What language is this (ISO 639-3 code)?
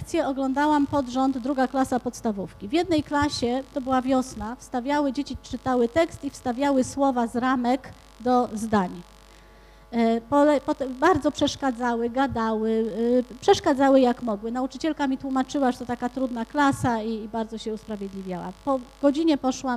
pol